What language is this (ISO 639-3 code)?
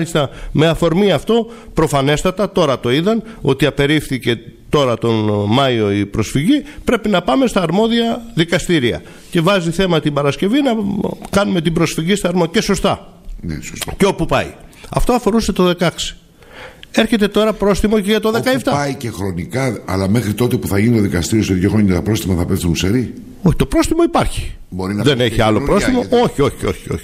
ell